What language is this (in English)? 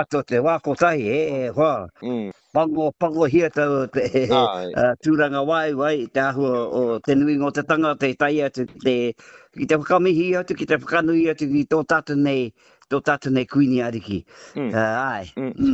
Māori